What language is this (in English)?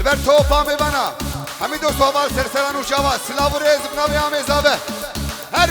Kurdish